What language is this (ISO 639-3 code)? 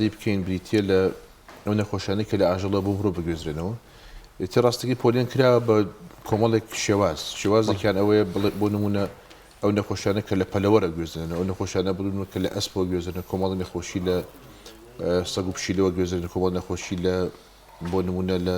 ckb